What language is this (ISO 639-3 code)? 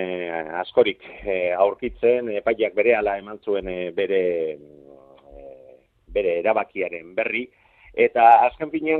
eus